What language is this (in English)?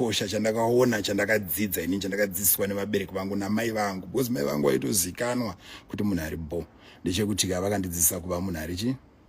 Shona